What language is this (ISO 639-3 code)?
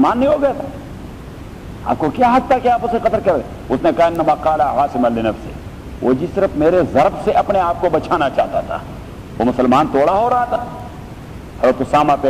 urd